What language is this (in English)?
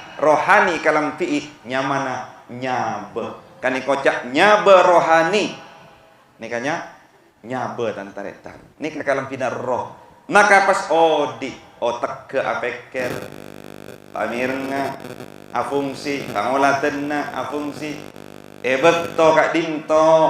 Madurese